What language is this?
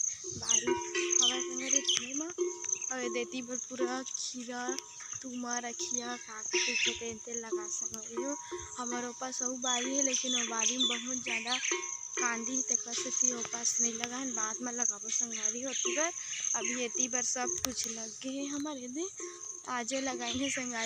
Chhattisgarhi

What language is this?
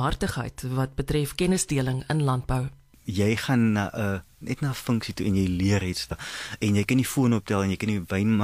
Afrikaans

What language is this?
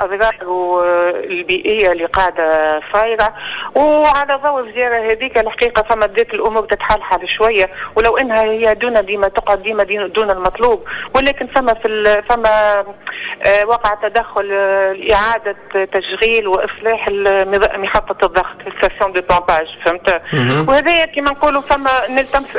Tunisian Arabic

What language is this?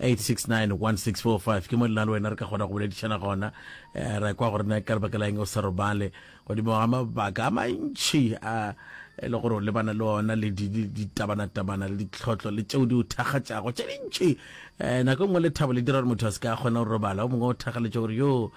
Northern Sotho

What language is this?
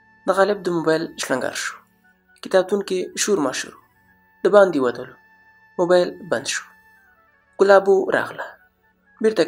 Pashto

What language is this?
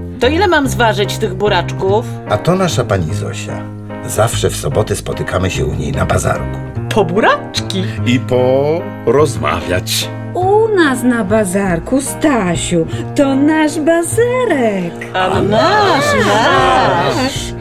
Polish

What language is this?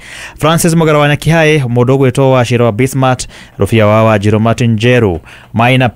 Kikuyu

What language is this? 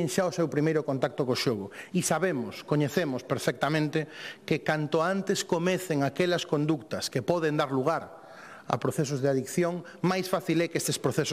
Galician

